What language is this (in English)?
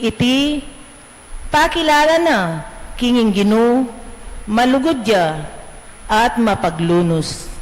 Pampanga